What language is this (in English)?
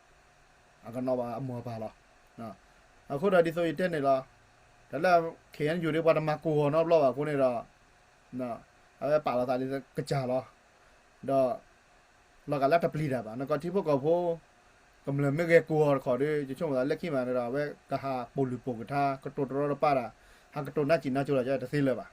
S'gaw Karen